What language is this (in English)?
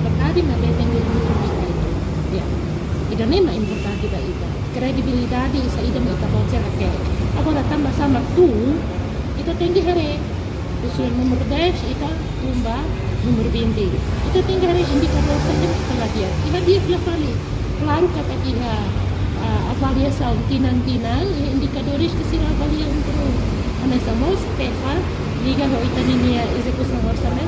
Tetum